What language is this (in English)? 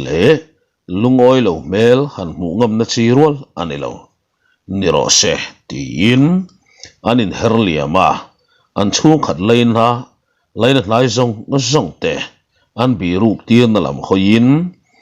Mizo